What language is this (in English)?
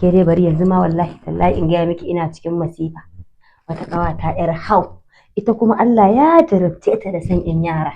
Hausa